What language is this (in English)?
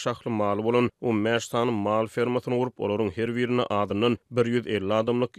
Turkmen